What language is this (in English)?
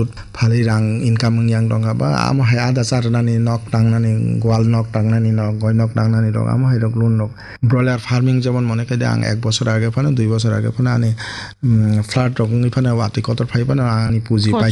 Kok Borok